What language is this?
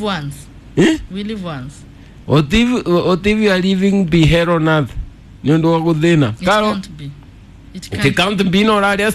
Kikuyu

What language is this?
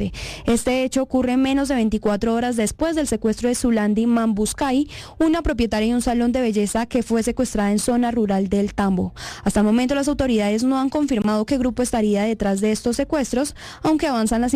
Spanish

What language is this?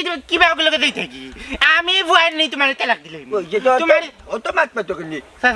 Sylheti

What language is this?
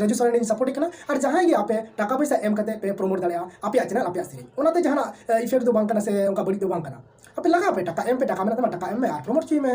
Santali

